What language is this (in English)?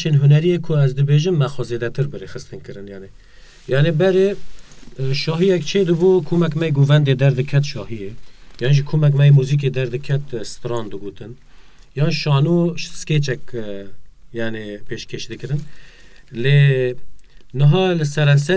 Kurdish